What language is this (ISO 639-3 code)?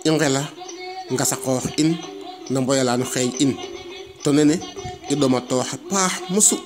srr